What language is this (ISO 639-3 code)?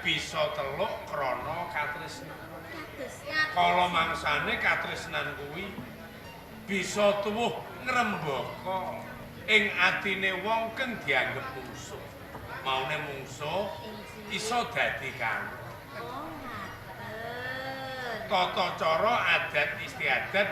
jav